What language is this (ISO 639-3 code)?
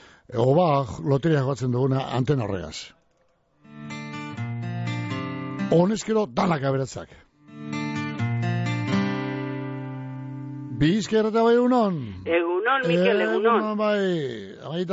eus